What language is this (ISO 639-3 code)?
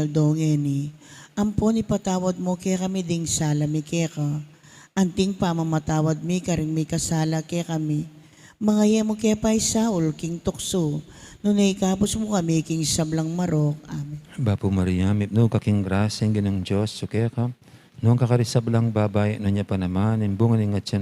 pam